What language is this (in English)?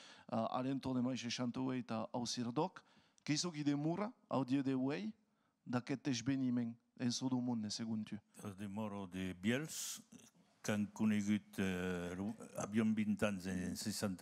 Occitan